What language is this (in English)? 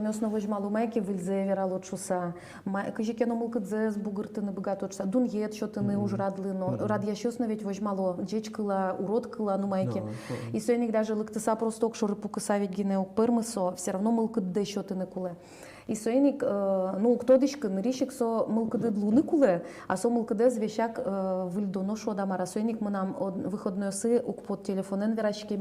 Udmurt